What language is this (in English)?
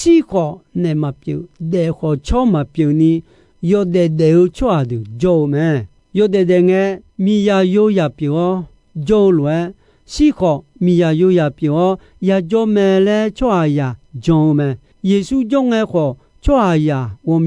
Akha